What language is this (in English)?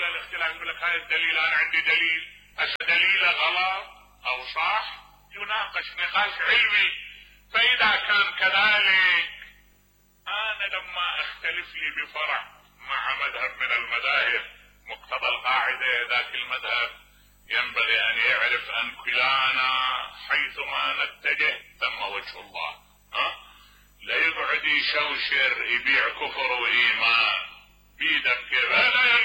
Mesopotamian Arabic